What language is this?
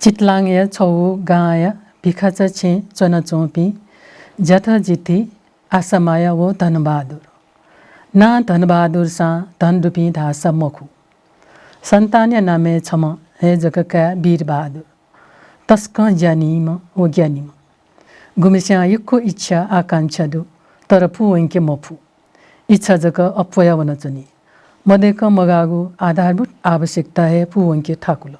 Newari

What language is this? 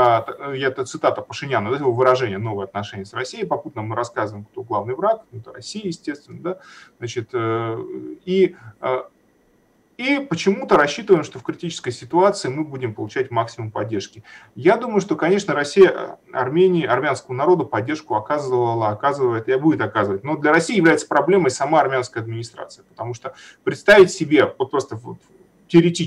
Russian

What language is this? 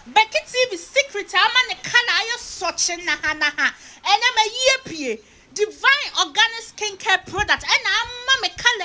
Akan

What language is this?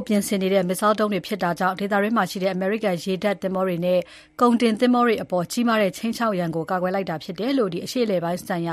Burmese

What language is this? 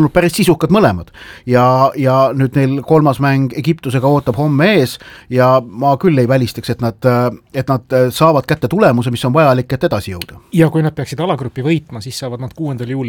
Estonian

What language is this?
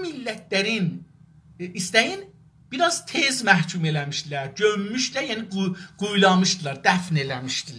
South Azerbaijani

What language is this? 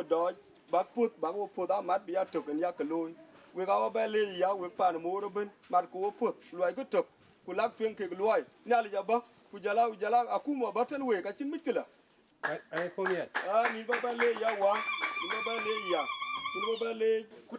Dinka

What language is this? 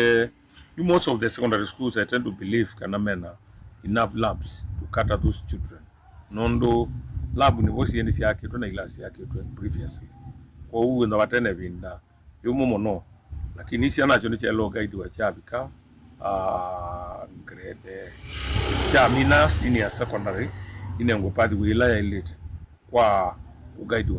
Kamba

